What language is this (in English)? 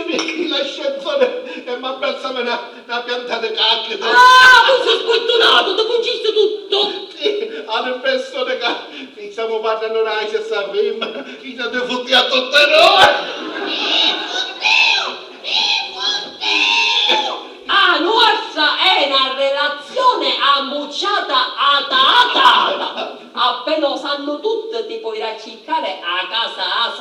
Sicilian